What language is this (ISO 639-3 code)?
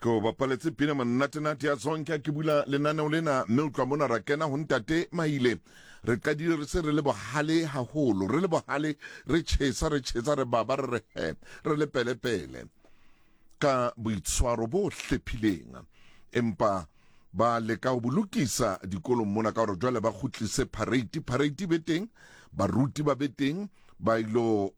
sot